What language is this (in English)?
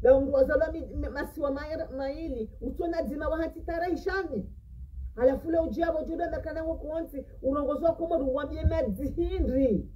Ngazidja Comorian